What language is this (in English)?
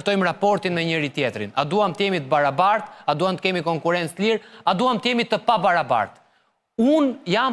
Albanian